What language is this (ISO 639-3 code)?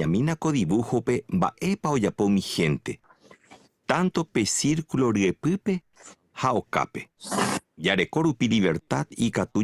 grn